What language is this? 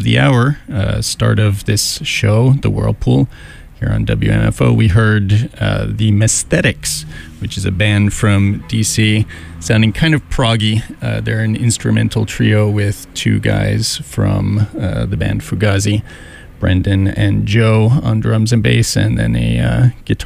English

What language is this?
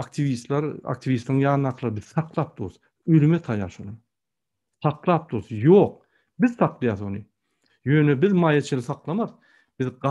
Turkmen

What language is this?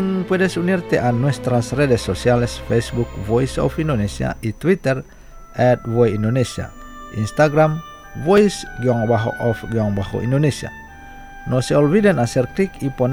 Spanish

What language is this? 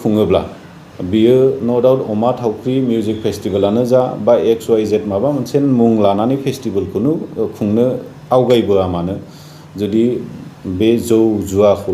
Bodo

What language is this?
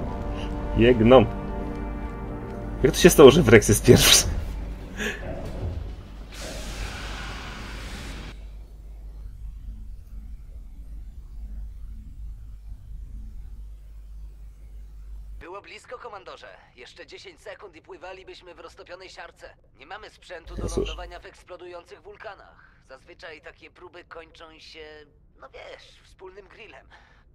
Polish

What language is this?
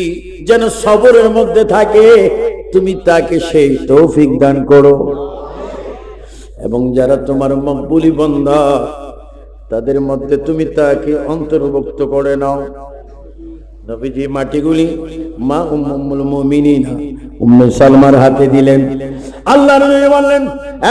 Bangla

